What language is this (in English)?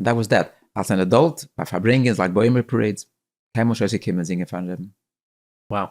Yiddish